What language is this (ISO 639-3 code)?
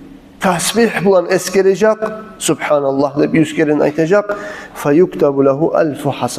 kum